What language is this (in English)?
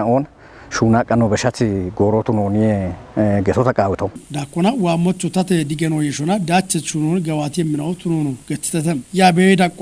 Kafa